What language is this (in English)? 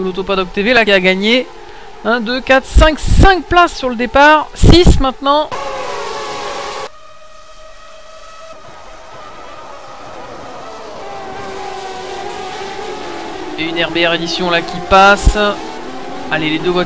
French